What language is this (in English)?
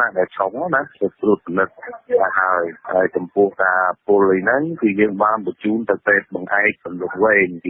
Khmer